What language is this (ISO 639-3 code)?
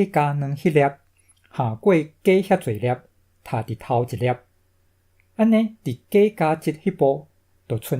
nan